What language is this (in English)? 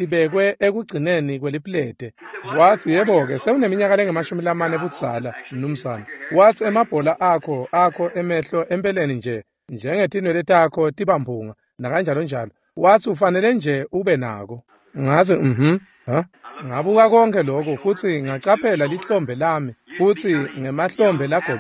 Swati